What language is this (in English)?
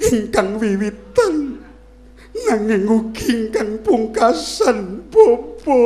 Javanese